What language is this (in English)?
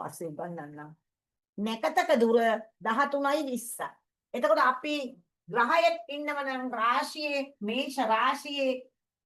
Sinhala